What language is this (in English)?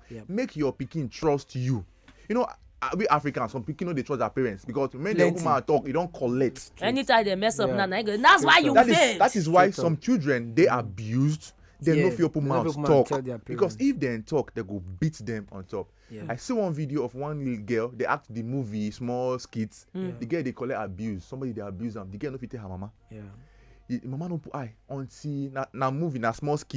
Nigerian Pidgin